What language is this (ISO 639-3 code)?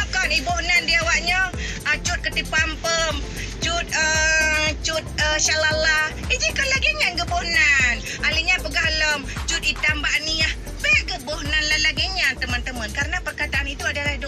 ace